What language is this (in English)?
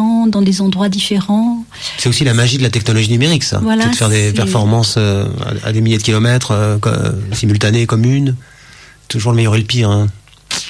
French